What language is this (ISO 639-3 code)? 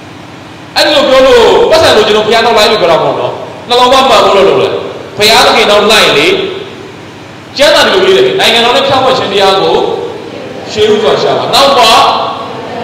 mya